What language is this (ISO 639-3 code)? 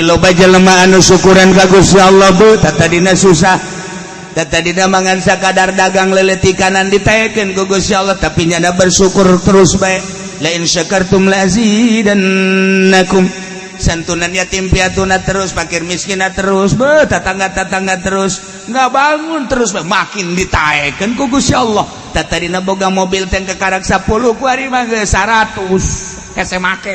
sun